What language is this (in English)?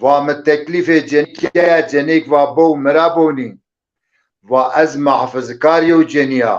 Zaza